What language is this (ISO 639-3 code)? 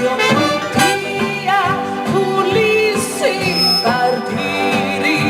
scn